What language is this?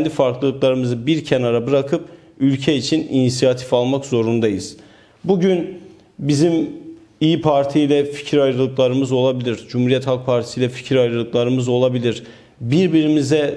Turkish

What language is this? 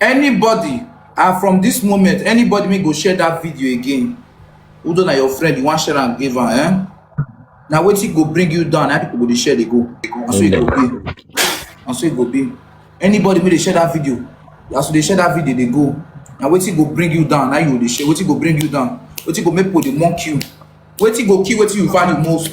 Nigerian Pidgin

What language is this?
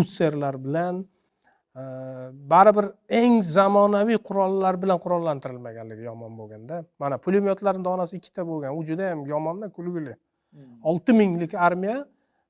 Uzbek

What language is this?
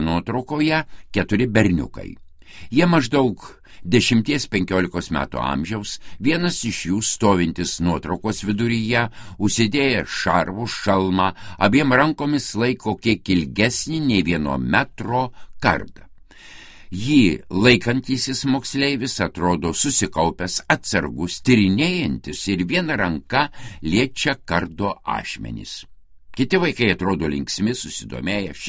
Lithuanian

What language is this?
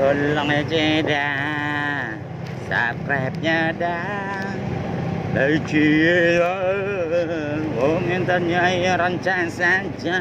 Minangkabau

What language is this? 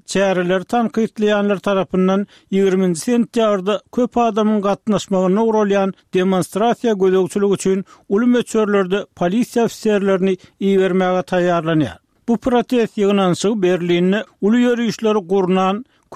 Turkmen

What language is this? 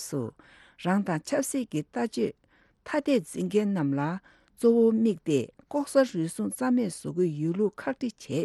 Tibetan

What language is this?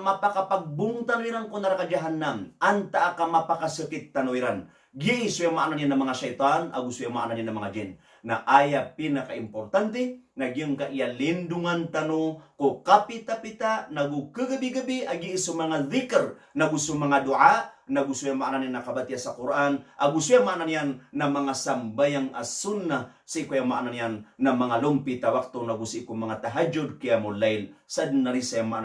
Maranao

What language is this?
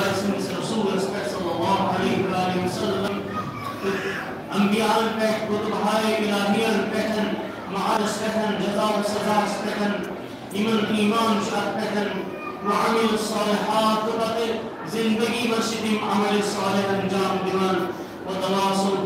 Kashmiri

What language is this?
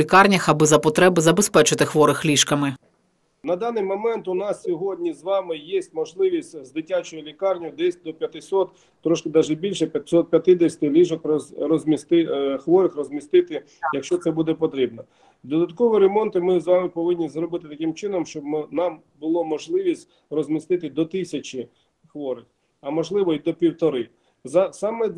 Ukrainian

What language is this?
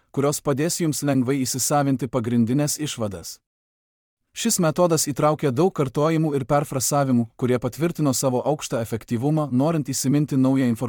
Lithuanian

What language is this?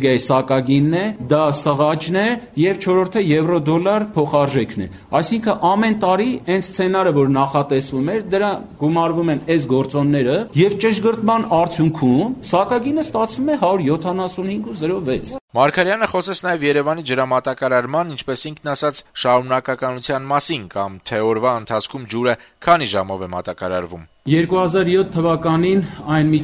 Armenian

